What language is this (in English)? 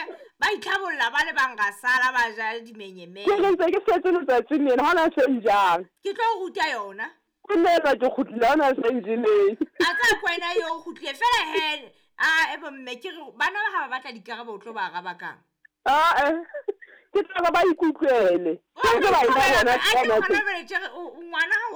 Southern Sotho